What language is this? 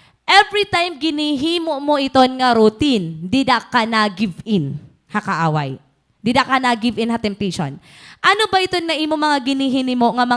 Waray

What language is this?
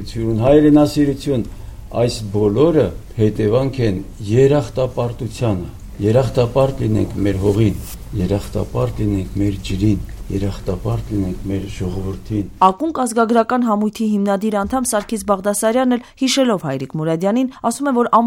Armenian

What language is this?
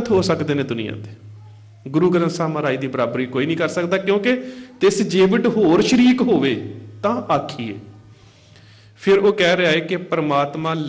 Punjabi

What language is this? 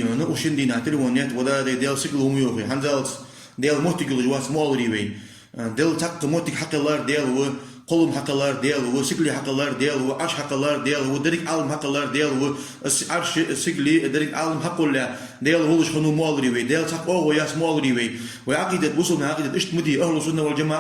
Ingush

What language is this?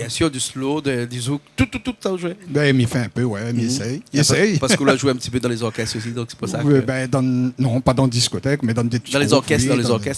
Réunion Creole French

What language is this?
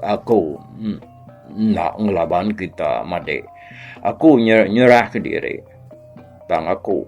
Iban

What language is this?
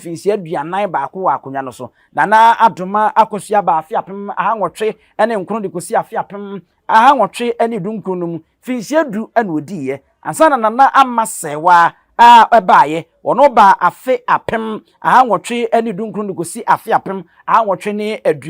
Akan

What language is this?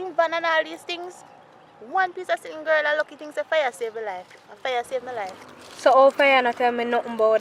Jamaican Creole English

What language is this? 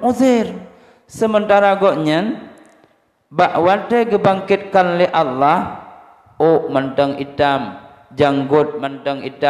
Achinese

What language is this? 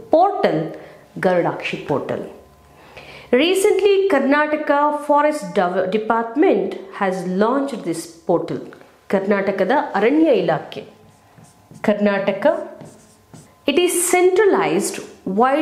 Kannada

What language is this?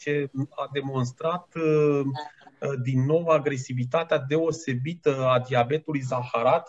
Romanian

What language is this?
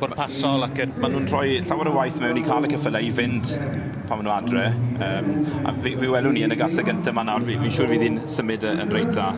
Welsh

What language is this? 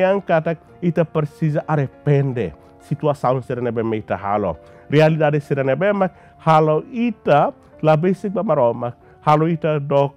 Tetum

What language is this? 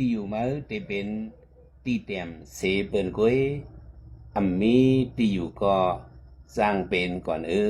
Shan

